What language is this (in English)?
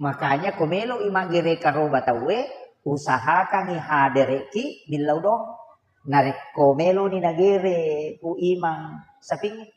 Buginese